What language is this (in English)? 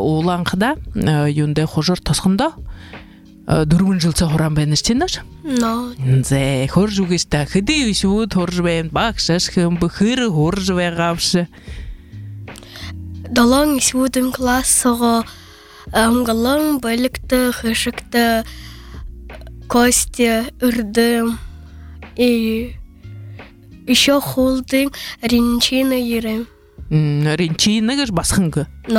Buriat